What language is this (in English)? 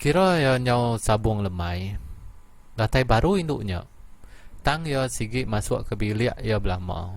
Iban